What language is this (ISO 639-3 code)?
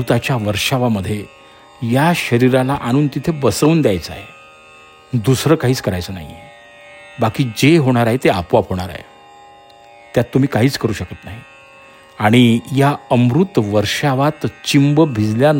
mar